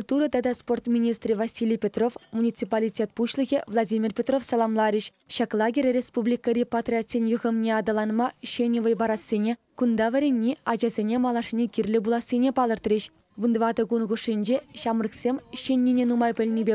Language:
Chuvash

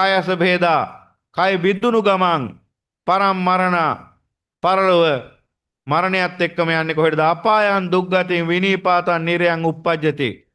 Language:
Sinhala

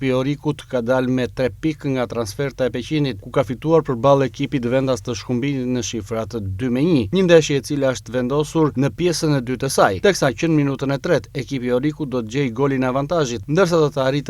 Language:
Albanian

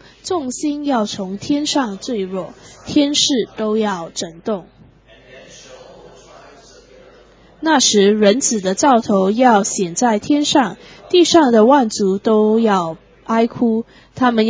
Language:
Chinese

